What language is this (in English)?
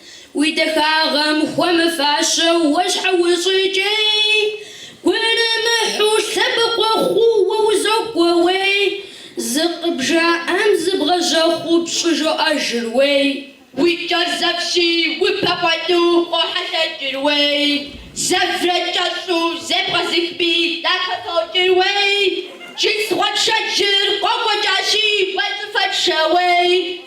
Kabardian